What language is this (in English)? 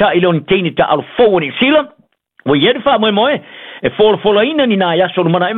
Samoan